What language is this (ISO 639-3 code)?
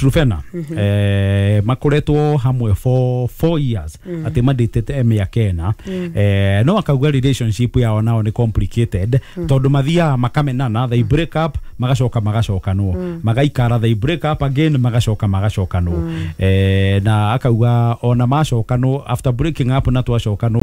kik